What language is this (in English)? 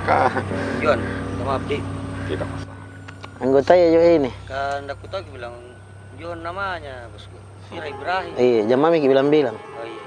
Makassar Malay